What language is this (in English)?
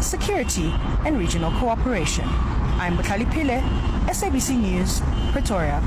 Northern Sotho